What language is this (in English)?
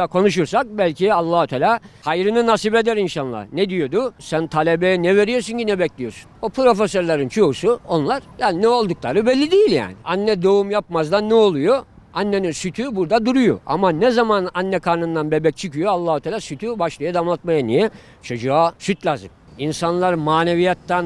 Turkish